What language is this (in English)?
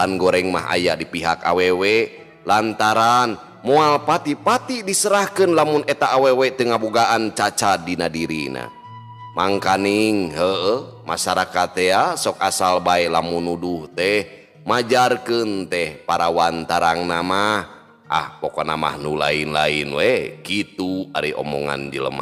Sundanese